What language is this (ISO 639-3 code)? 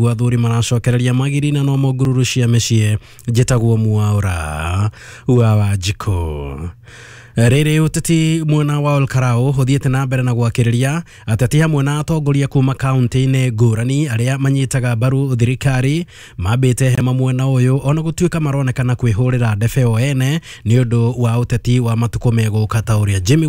kik